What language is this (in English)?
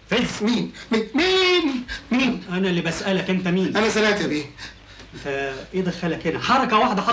Egyptian Arabic